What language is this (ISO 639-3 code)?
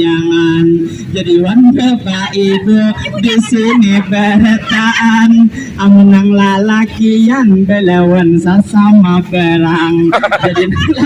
bjn